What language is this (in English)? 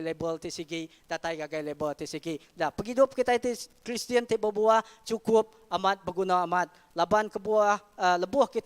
Iban